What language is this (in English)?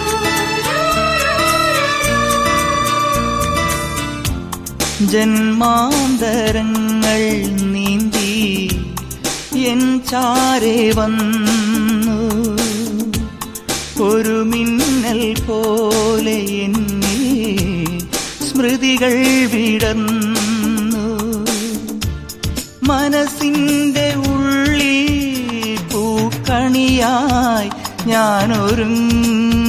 Malayalam